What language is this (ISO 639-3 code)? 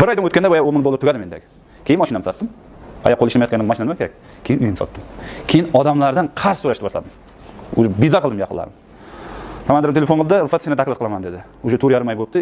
uzb